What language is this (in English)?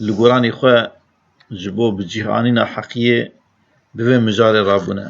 Kurdish